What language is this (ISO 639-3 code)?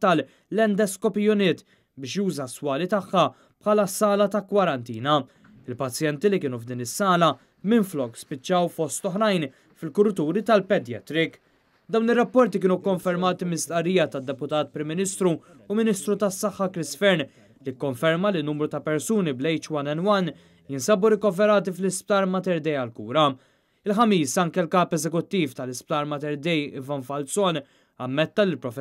mlt